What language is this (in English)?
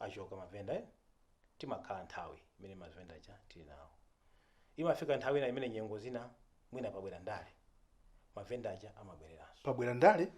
Nyanja